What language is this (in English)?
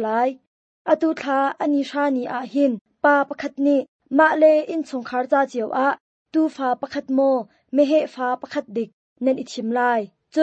Hakha Chin